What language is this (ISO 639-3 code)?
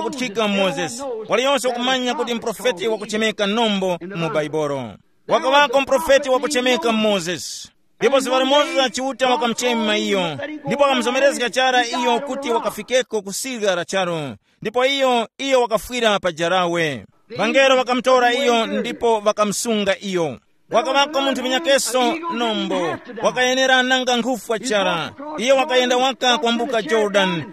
tum